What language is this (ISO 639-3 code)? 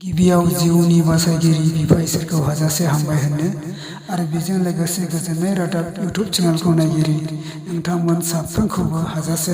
brx